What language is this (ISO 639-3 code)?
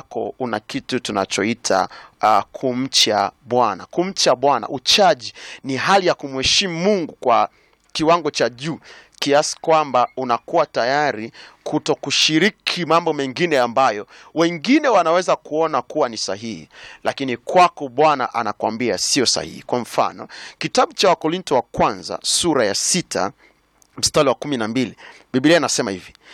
swa